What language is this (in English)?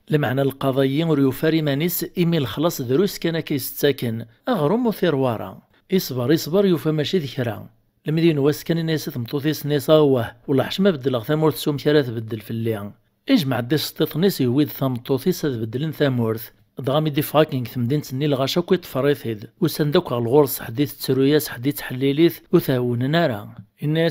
Kabyle